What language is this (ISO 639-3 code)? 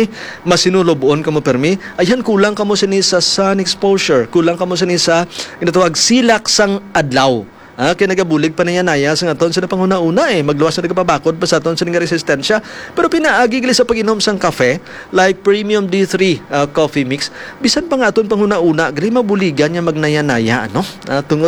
hil